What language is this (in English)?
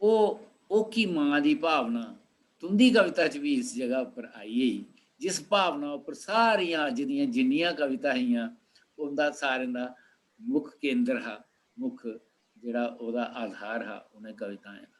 Dogri